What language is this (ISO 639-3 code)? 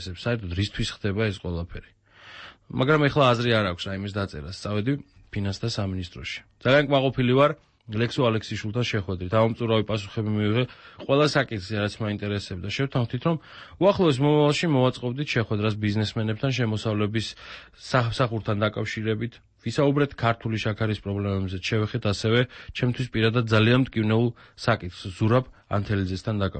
kat